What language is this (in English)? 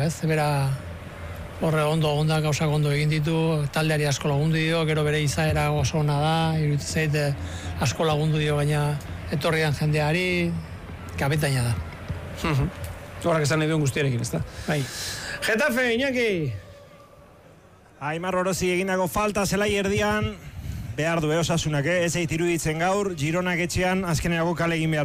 Basque